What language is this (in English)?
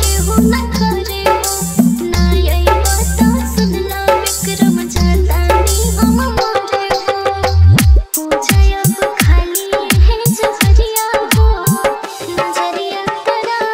Bhojpuri